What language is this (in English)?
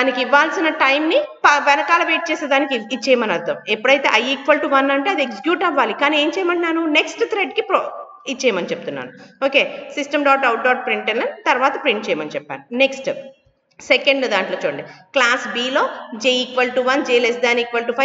Telugu